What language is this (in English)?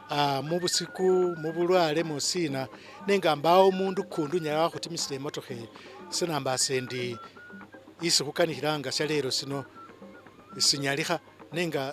Masaaba